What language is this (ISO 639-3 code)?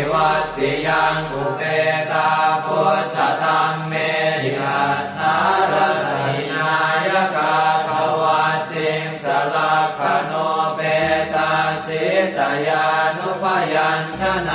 pli